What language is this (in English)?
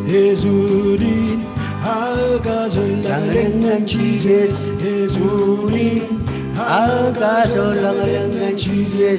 Marshallese